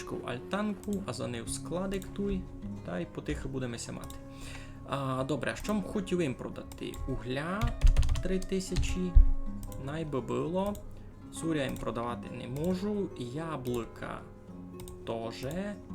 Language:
Rusyn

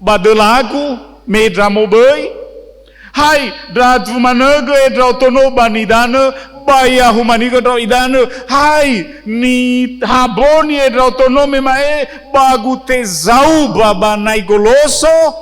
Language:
Nias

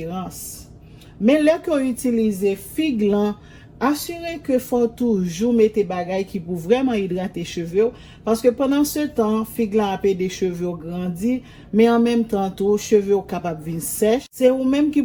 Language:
Haitian Creole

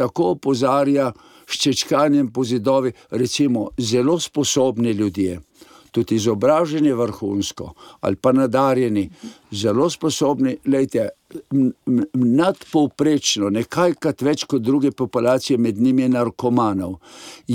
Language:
Slovenian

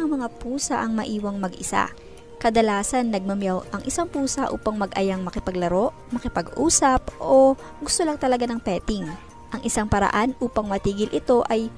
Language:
Filipino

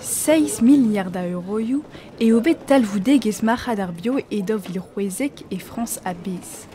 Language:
Breton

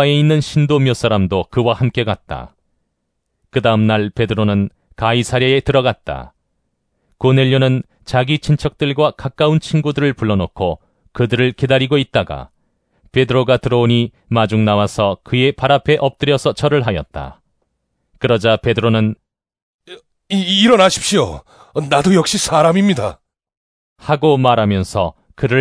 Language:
Korean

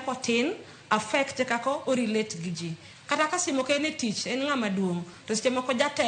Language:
Luo (Kenya and Tanzania)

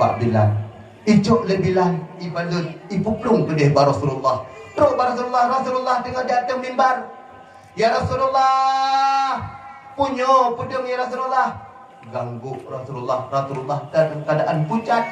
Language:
Achinese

